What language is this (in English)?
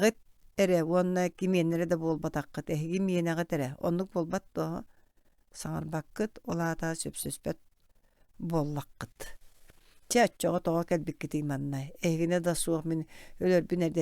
Yakut